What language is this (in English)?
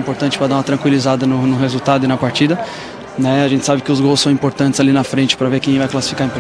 Portuguese